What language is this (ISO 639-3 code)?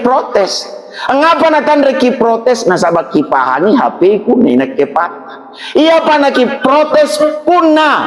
mak